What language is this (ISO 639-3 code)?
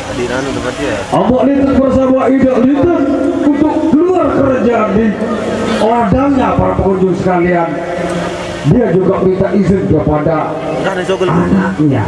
sas